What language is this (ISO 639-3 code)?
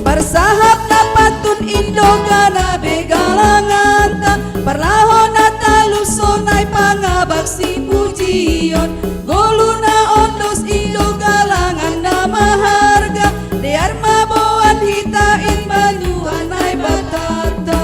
bts